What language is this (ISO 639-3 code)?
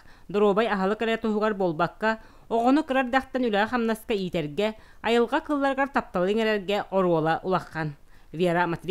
sah